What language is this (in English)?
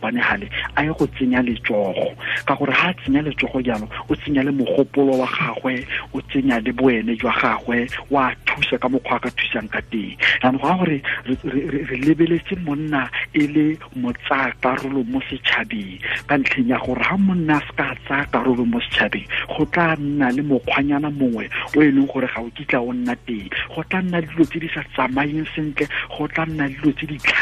Tswana